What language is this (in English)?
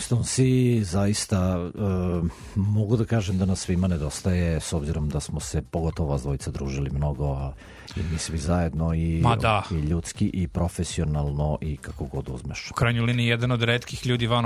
Serbian